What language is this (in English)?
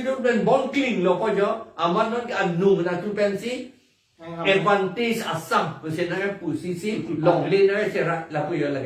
Karbi